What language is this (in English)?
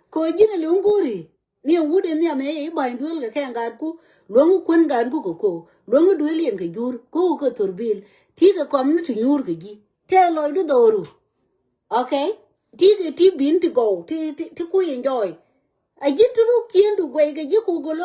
Nuer